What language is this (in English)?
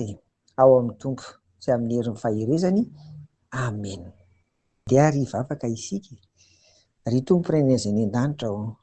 Malagasy